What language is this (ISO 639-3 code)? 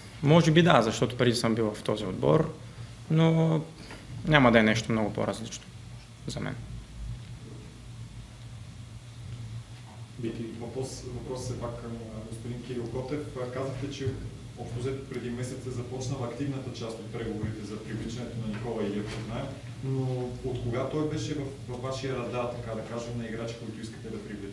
bul